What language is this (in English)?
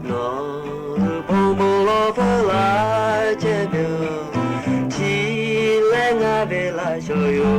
Lahu